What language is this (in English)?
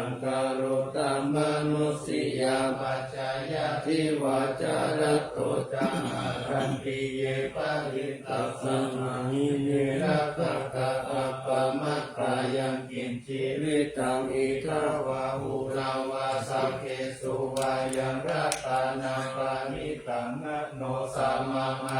Pali